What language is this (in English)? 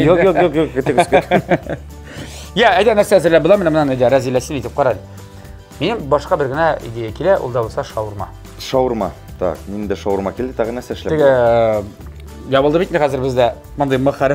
Tatar